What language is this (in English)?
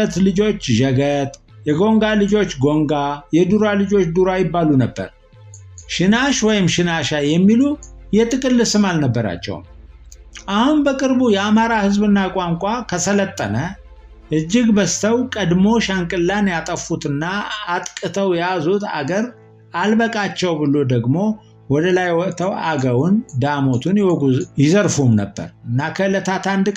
Amharic